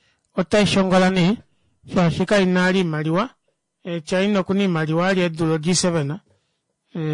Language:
Kuanyama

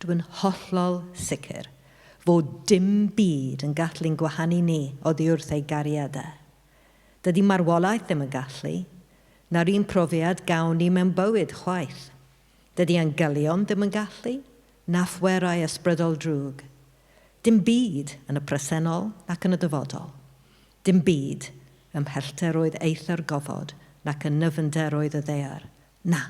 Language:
Welsh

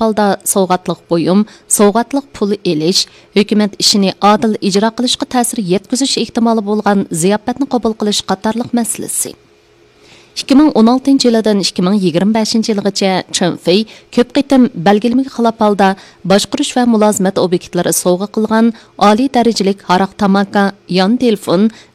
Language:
Uyghur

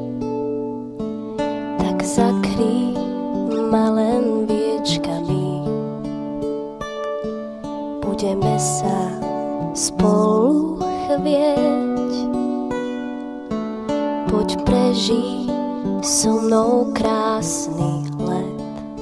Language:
Slovak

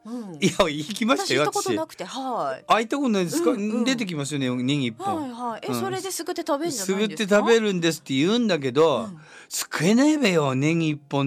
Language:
Japanese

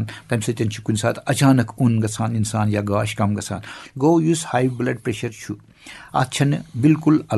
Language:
Kashmiri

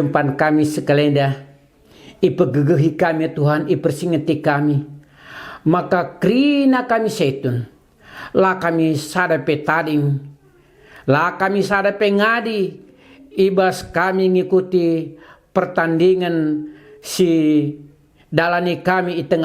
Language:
Batak Karo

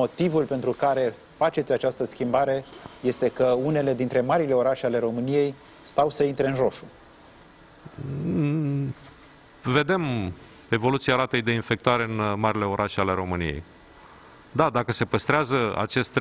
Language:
Romanian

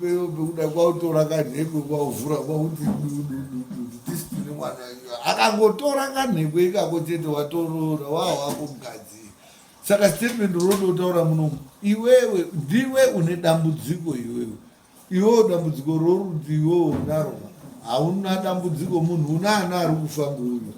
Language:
Shona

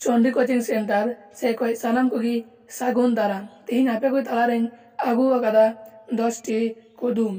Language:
Santali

